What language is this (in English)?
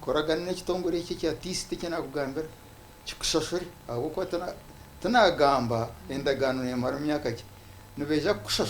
Nyankole